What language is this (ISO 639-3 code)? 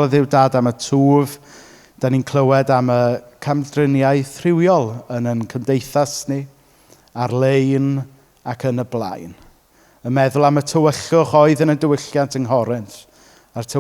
cym